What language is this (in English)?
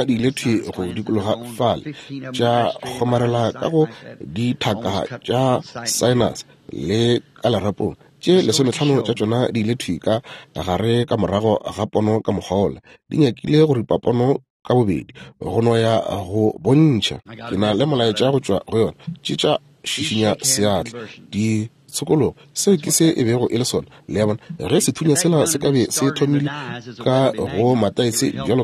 Northern Sotho